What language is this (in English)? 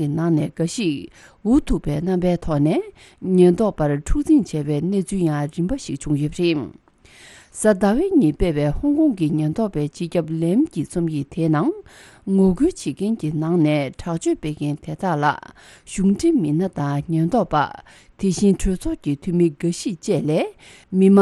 Tibetan